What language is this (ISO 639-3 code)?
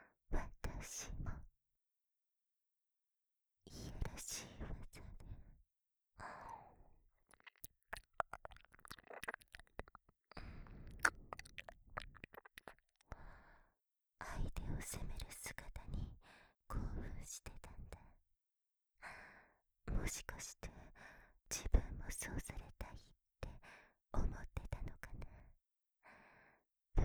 jpn